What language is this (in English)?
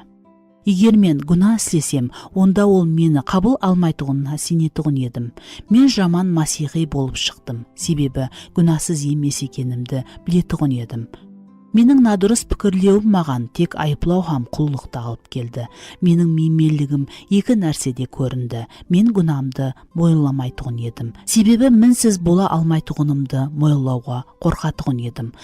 Kara-Kalpak